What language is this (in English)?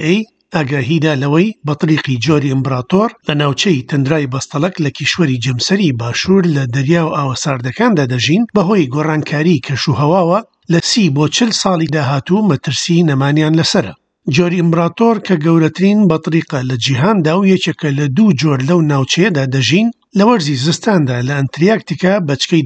Central Kurdish